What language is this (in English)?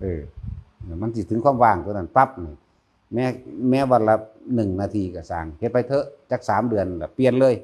Northeastern Thai